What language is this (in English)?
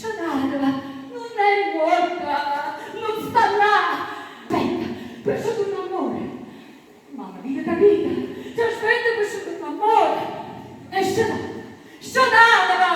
Neapolitan